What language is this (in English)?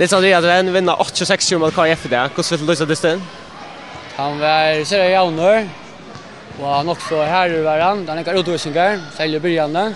Faroese